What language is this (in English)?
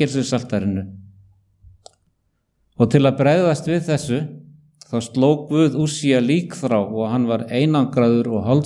Icelandic